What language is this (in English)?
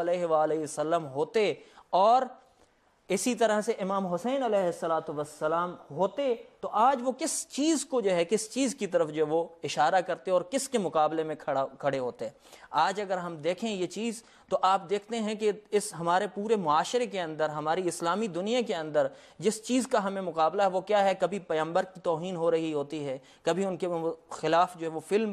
Urdu